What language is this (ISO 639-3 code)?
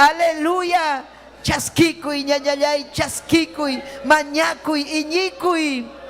quy